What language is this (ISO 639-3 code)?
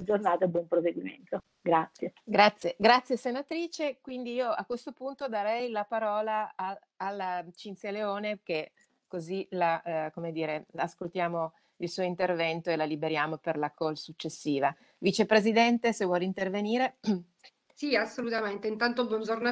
ita